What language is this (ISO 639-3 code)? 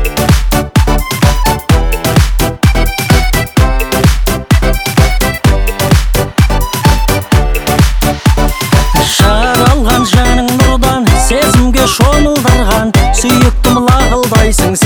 kaz